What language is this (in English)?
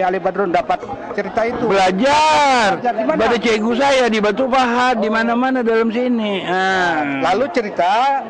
Banjar